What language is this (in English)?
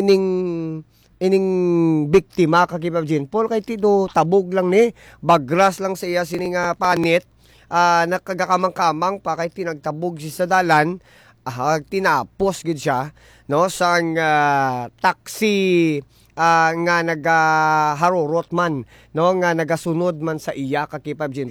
Hiligaynon